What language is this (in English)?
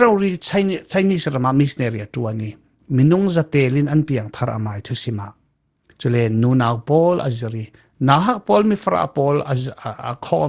Falam Chin